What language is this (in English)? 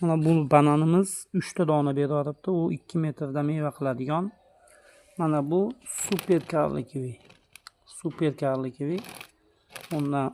Uzbek